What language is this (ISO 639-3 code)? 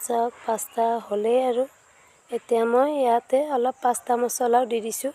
asm